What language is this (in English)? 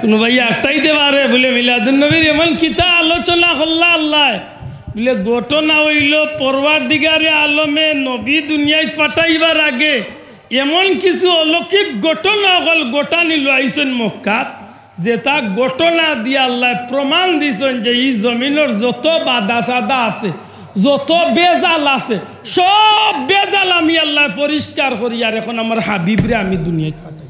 Sylheti